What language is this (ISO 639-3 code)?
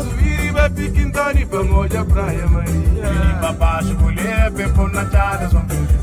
kea